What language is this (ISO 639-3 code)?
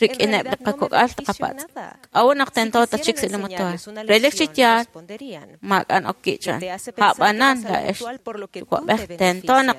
kek